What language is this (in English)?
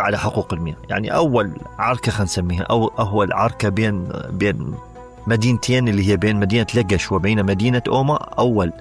Mesopotamian Arabic